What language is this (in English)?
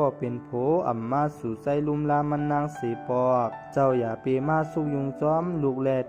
Shan